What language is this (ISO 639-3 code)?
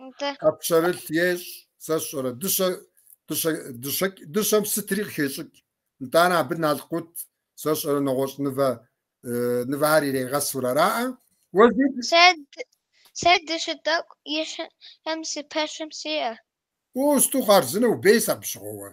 kbd